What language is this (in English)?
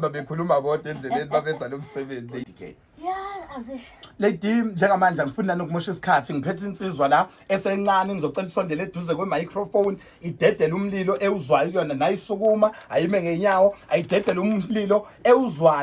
Zulu